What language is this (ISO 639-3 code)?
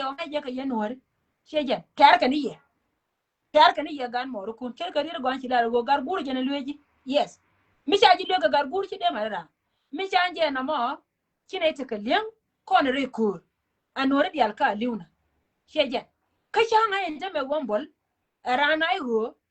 nus